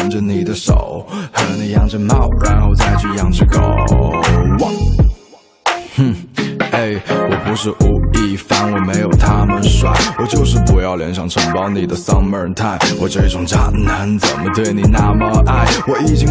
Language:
Chinese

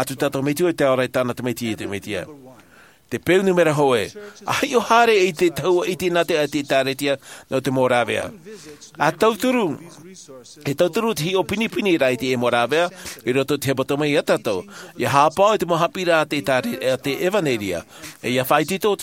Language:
Tahitian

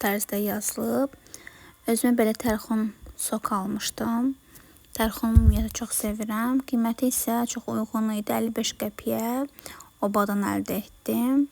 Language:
Azerbaijani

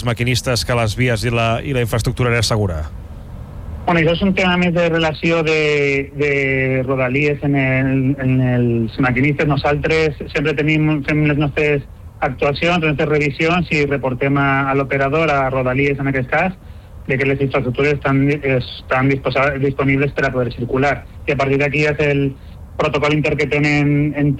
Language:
Catalan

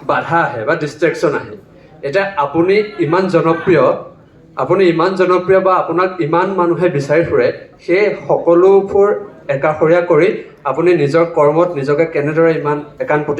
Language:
Assamese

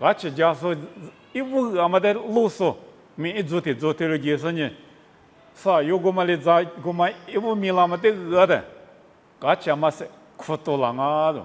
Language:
Lisu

